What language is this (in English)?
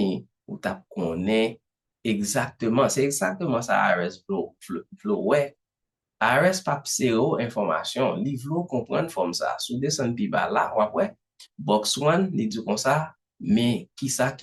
Haitian Creole